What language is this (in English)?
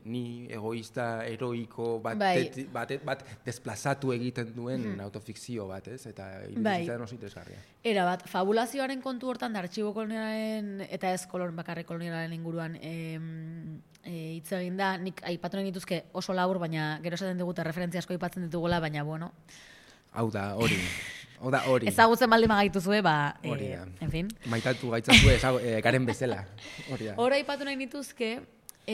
Basque